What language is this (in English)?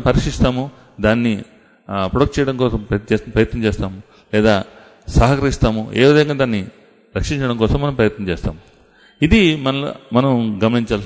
Telugu